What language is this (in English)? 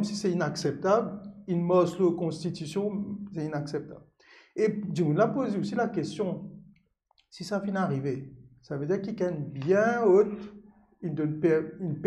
Morisyen